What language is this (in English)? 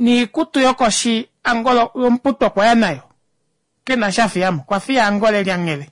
Kuanyama